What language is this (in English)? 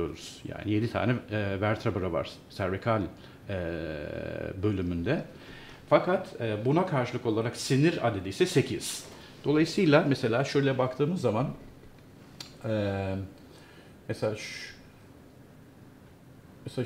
Turkish